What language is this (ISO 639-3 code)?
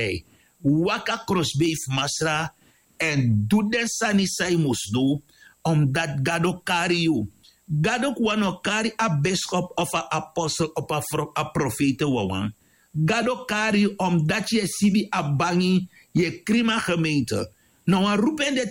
srn